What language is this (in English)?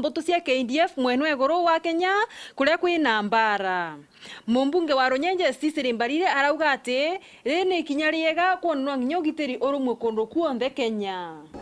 Meru